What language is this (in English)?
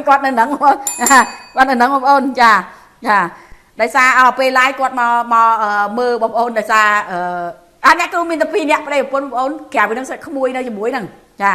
Khmer